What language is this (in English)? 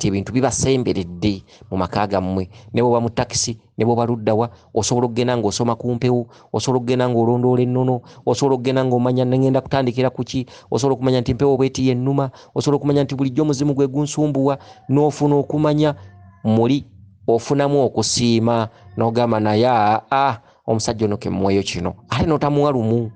Ganda